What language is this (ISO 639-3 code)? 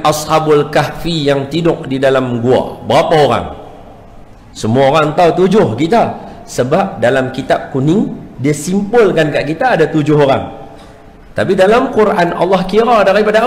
msa